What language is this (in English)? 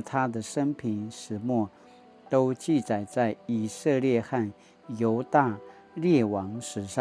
Paiwan